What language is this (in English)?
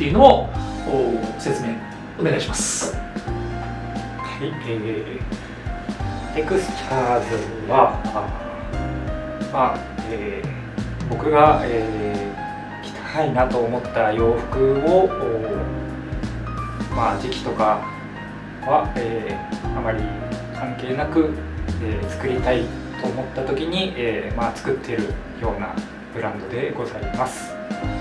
Japanese